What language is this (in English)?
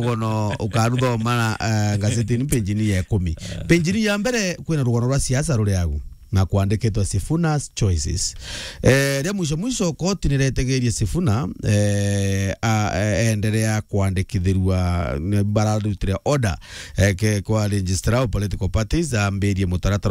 Meru